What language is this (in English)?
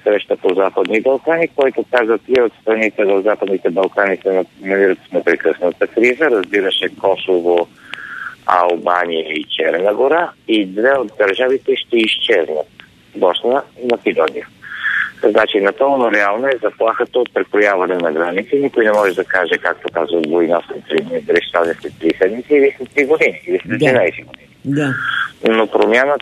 Bulgarian